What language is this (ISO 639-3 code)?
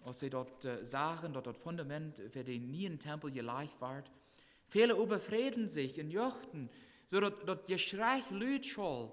pdt